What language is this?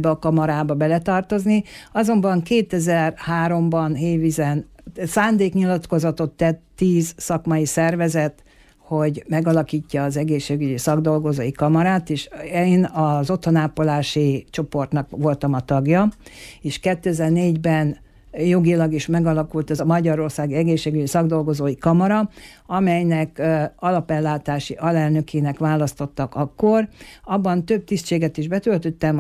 Hungarian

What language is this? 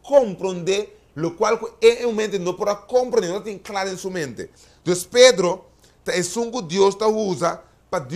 Papiamento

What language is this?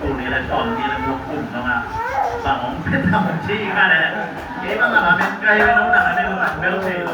Tedim Chin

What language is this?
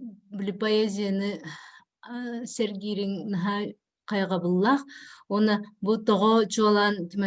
Yakut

